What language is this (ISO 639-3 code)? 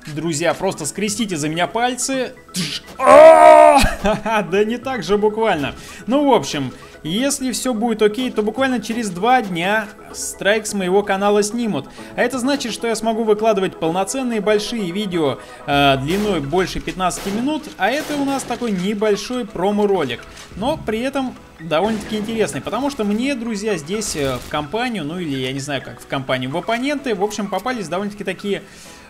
rus